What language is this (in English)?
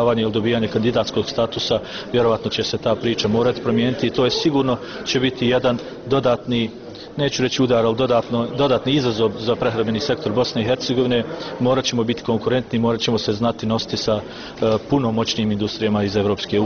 Bosnian